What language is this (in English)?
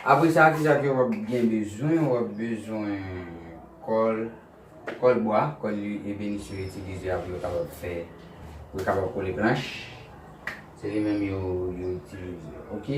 Haitian Creole